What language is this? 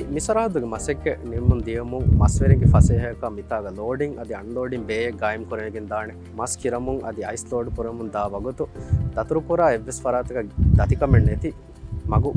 Divehi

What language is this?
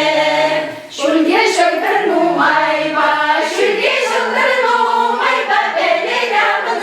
Chuvash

